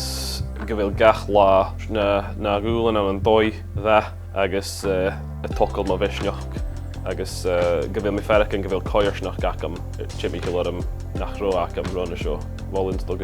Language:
Scottish Gaelic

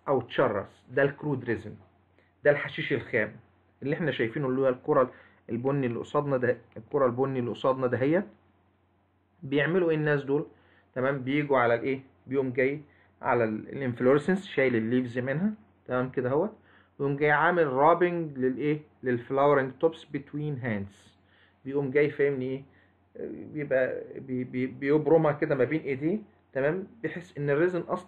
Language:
Egyptian Arabic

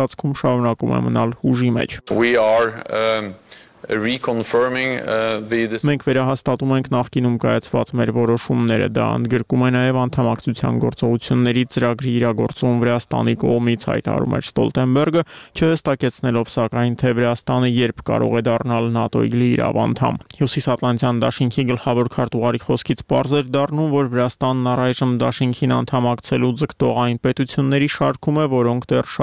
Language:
Armenian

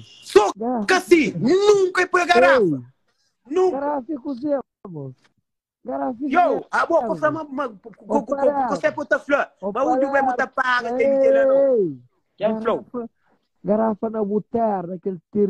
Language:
Kabuverdianu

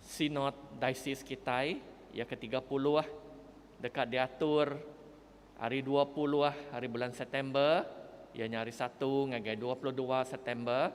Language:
Iban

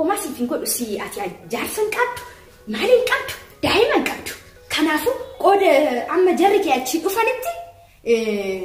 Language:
Oromo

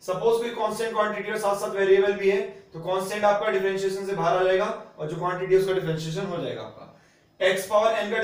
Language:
Hindi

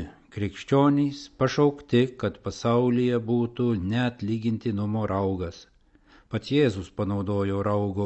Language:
Lithuanian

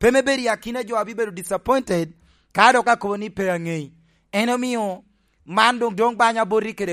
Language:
Lango (Uganda)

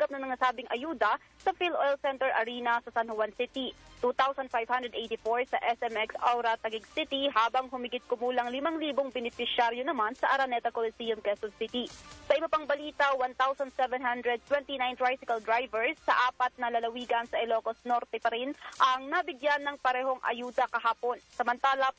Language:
Filipino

